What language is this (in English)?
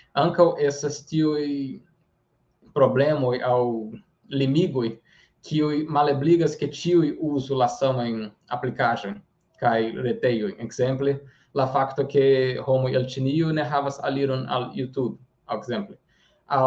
Esperanto